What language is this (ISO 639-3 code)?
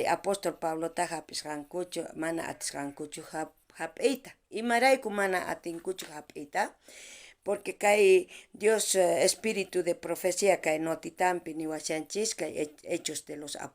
quh